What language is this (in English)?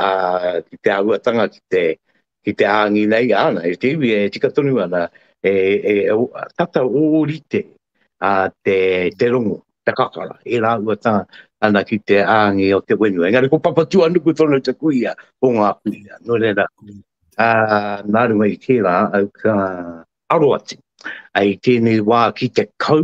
Māori